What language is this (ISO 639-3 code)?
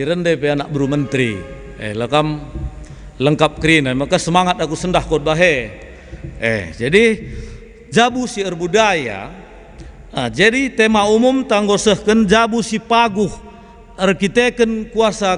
btx